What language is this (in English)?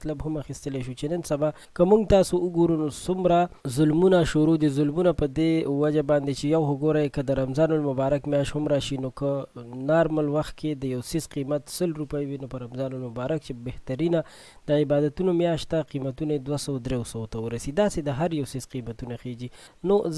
Pashto